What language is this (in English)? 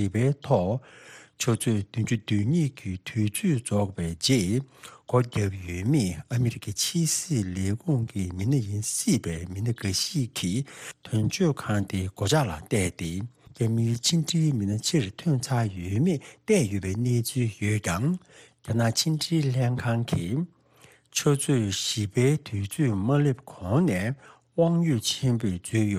Tibetan